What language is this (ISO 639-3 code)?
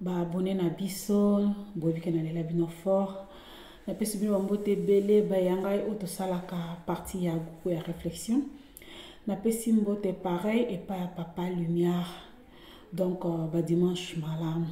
lin